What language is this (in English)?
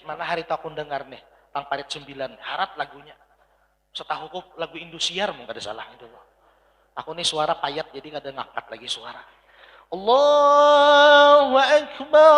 Banjar